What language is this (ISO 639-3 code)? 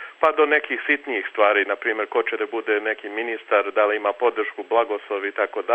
srp